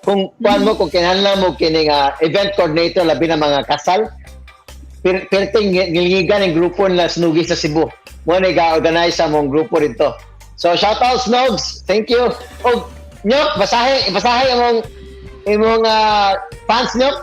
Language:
Cebuano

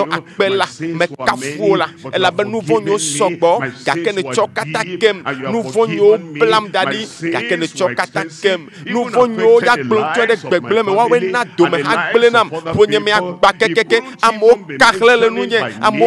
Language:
Ewe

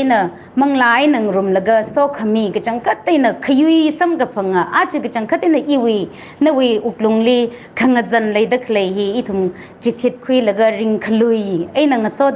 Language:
Tangkhul Naga (India)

